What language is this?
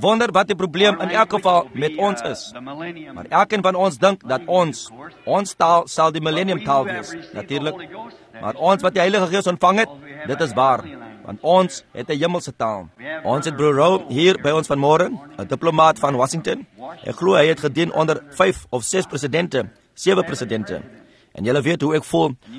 Afrikaans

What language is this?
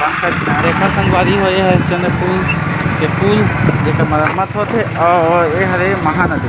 Chhattisgarhi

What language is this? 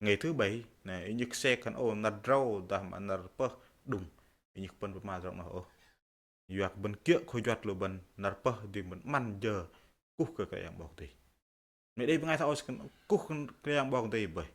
Bahnar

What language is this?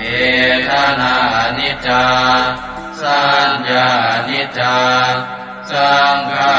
Pali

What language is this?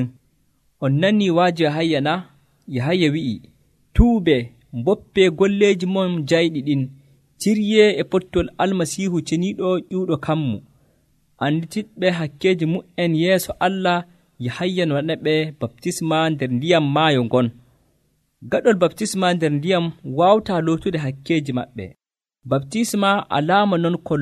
Nigerian Fulfulde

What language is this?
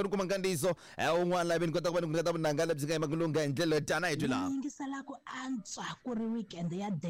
Tsonga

